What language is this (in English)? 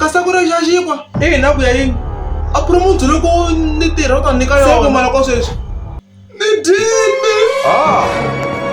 Tsonga